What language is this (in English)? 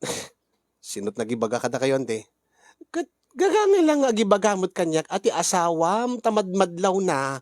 Iloko